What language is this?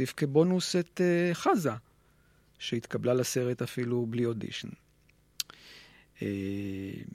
Hebrew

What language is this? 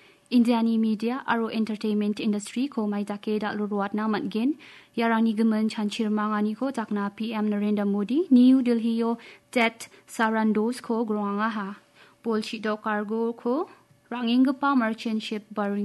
Garo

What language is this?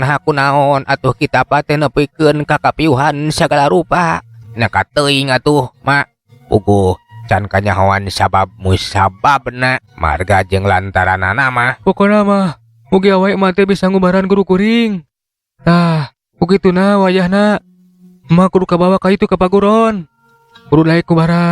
Sundanese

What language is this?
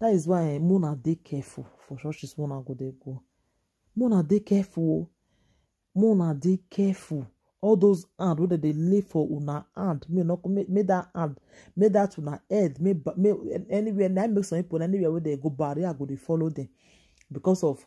Nigerian Pidgin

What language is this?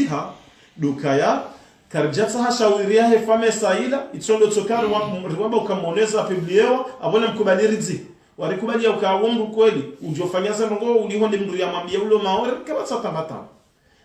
Ngazidja Comorian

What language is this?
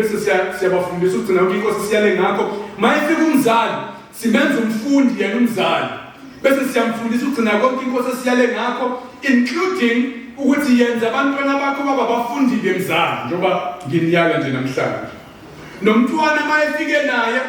Zulu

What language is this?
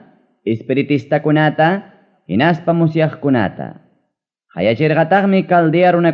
Ayacucho Quechua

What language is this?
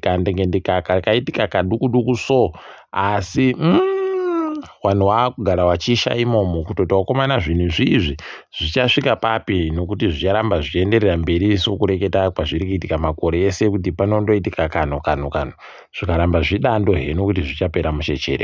Ndau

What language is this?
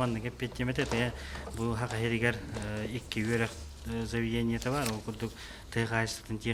Yakut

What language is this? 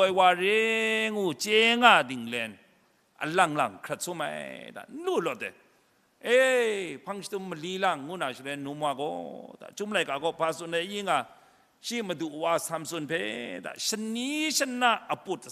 Kachin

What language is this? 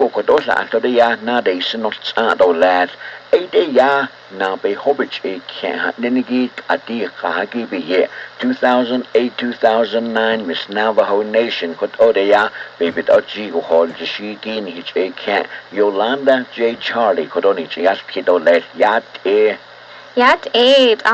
Navajo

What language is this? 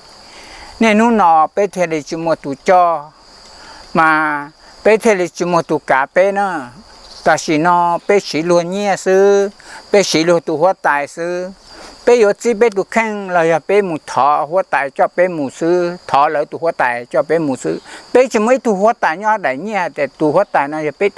Hmong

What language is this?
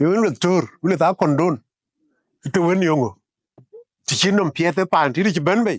Dinka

